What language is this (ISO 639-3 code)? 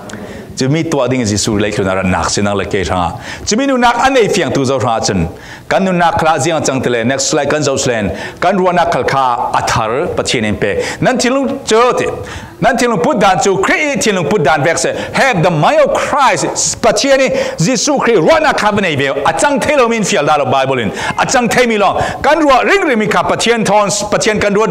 cfm